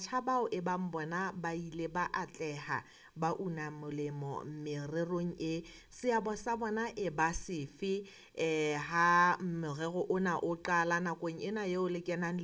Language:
Southern Sotho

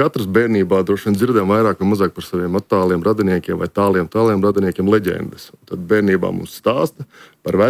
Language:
Latvian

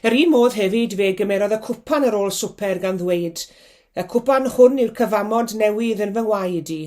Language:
Welsh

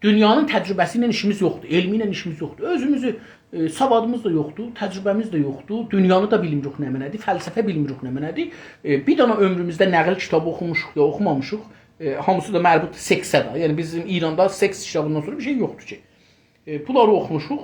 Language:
South Azerbaijani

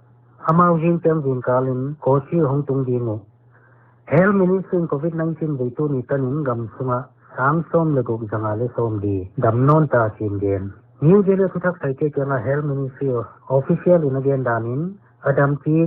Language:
Paite Chin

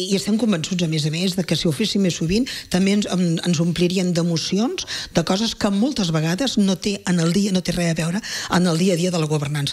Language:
Catalan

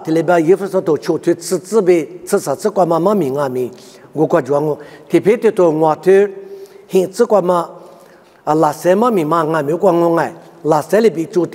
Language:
Lisu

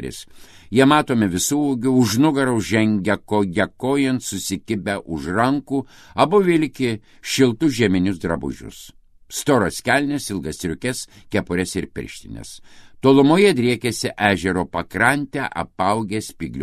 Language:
Lithuanian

